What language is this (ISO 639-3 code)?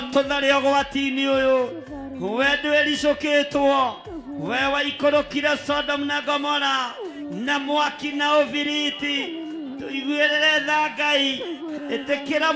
kik